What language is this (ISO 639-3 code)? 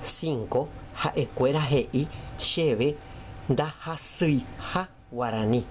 grn